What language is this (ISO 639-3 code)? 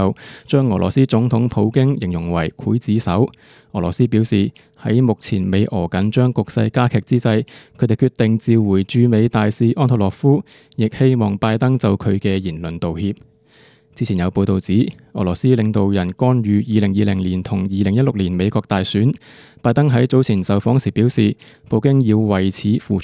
yue